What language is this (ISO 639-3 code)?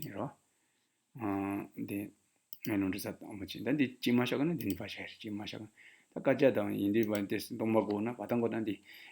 bod